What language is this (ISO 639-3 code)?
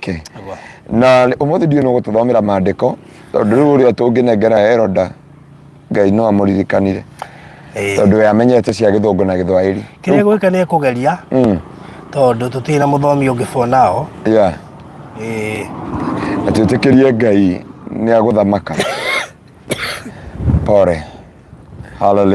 kik